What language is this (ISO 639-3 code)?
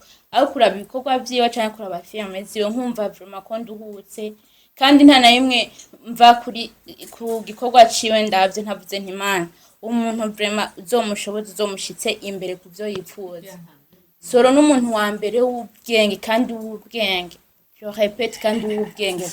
run